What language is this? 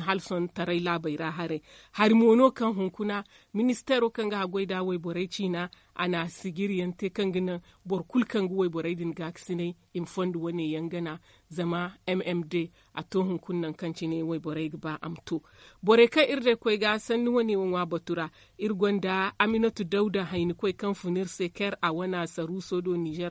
Zarma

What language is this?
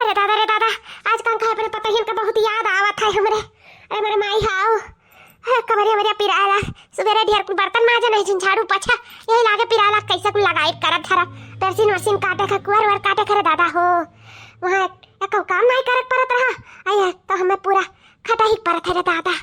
Awadhi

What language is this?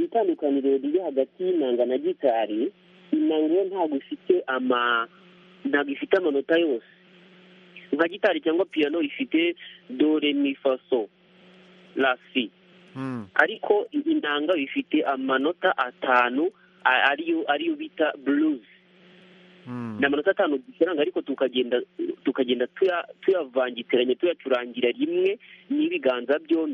Kinyarwanda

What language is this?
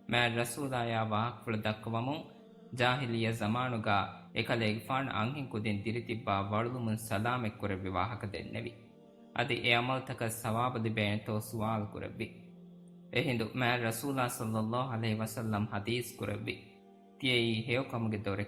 Divehi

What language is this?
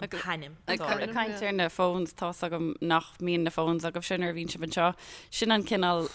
Irish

